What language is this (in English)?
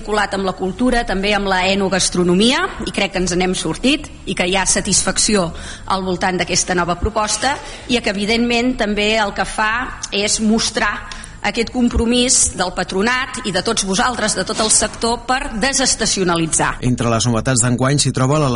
Catalan